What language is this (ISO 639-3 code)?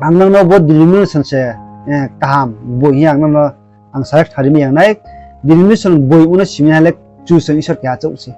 ria